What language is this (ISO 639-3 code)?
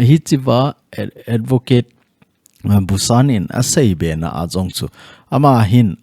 tcz